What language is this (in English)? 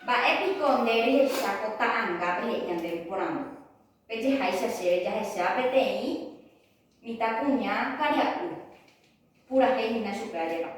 Guarani